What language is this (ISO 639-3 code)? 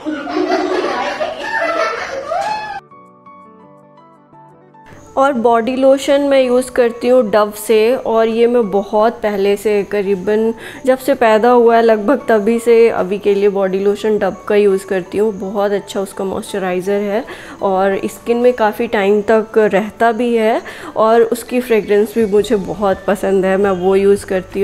hin